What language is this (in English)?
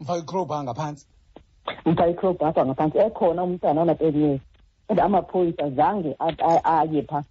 Xhosa